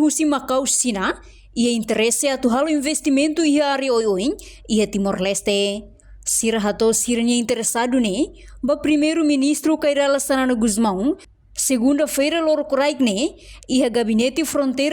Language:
Tetum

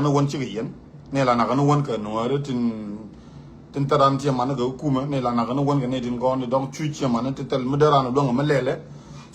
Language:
Nuer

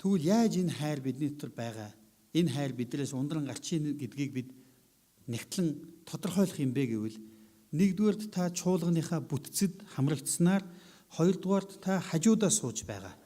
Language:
Mongolian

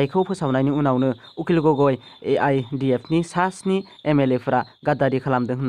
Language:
Bodo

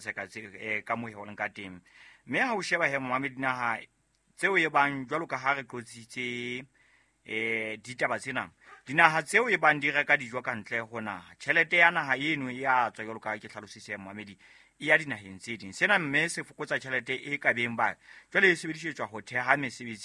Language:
Southern Sotho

